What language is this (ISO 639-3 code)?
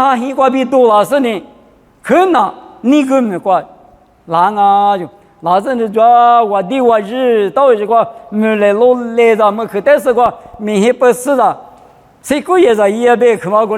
lis